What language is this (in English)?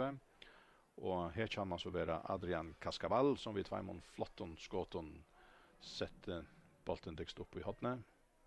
Faroese